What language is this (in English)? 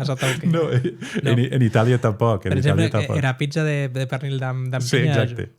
Occitan